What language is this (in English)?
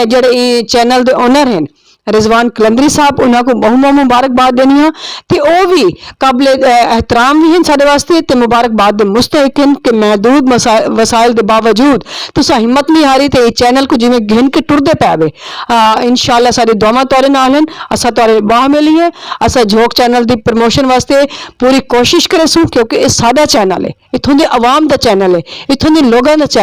Saraiki